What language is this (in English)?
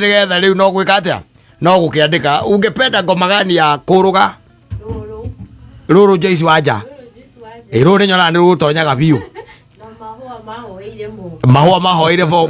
Kikuyu